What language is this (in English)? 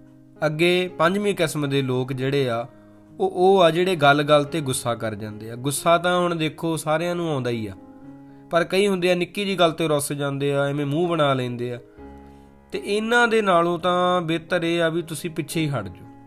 Punjabi